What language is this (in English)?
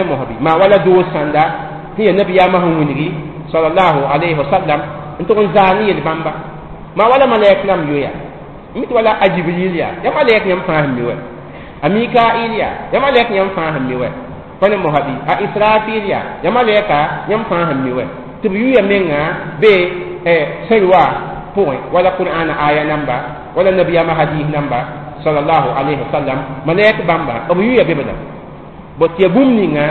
Mossi